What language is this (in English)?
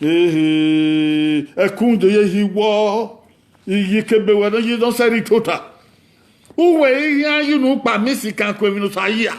Bini